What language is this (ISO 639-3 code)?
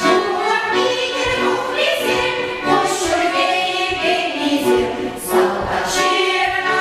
chv